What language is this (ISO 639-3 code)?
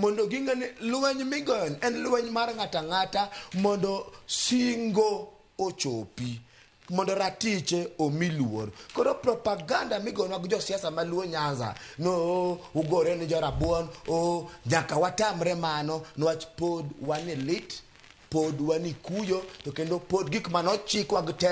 luo